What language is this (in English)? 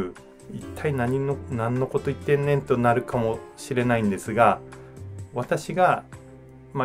Japanese